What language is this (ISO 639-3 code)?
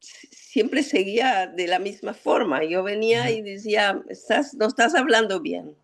lad